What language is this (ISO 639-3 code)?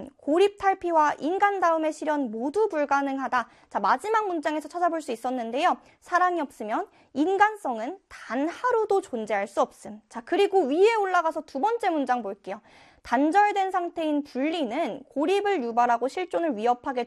kor